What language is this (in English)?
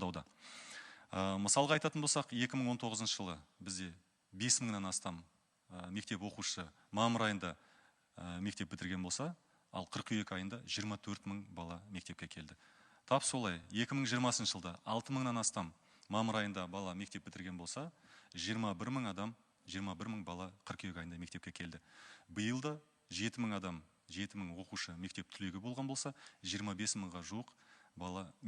Kazakh